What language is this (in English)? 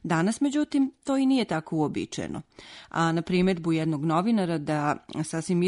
Serbian